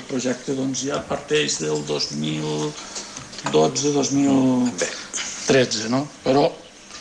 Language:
Catalan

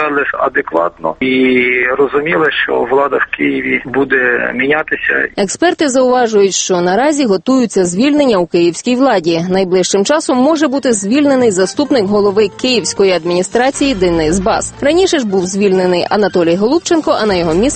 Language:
Ukrainian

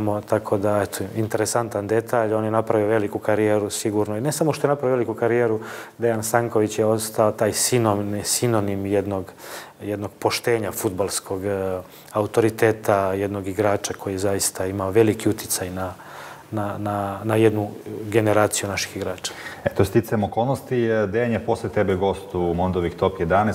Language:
Serbian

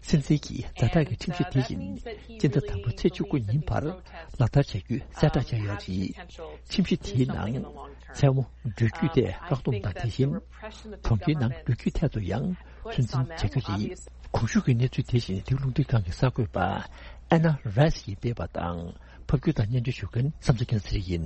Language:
Tibetan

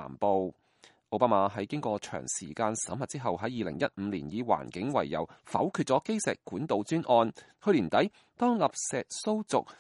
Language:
Cantonese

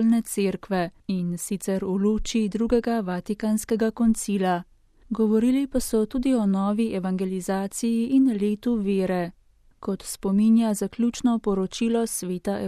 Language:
Slovenian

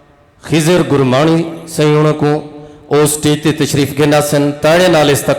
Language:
Saraiki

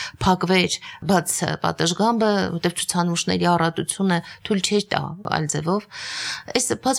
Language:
Armenian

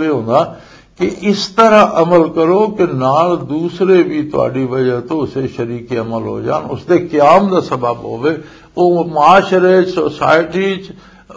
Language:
Western Panjabi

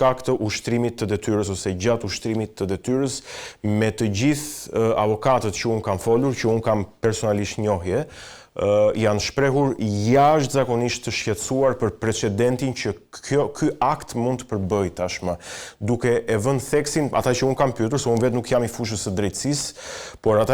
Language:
Albanian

